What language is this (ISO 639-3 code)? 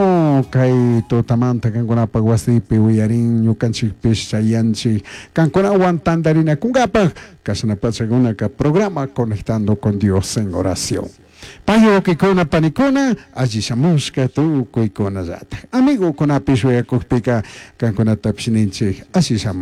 qug